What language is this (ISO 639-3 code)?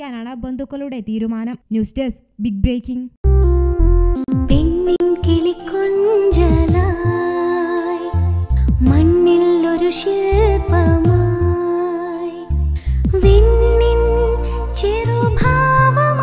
mal